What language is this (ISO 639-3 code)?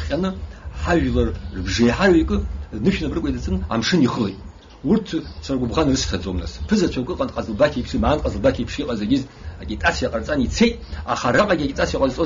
abk